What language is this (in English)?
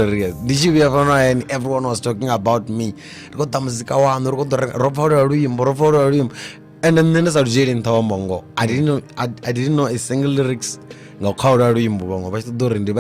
Venda